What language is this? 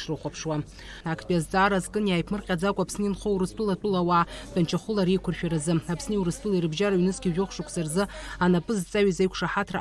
Abkhazian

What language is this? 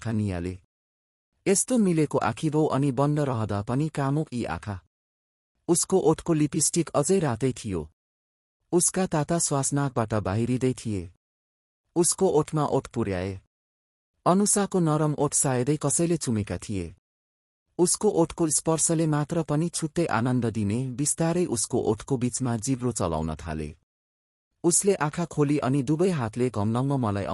Nepali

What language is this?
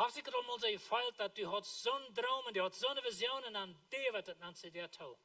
Plautdietsch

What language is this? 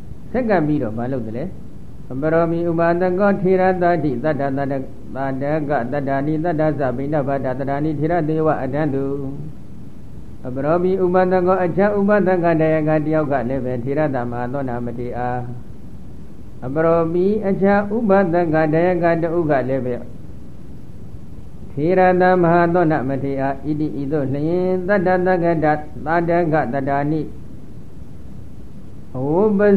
Burmese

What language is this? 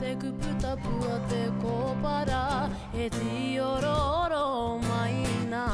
Māori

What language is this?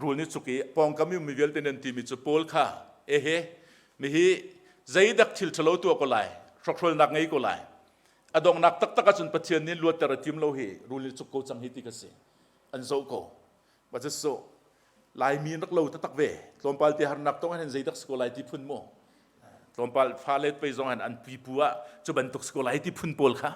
Hakha Chin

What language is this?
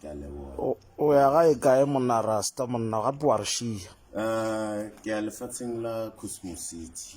Northern Sotho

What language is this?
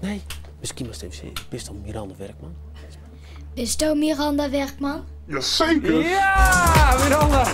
Western Frisian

